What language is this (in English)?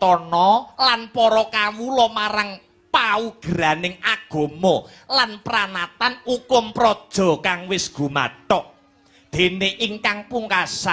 Javanese